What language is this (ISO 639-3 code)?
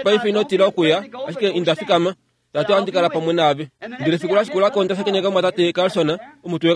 kua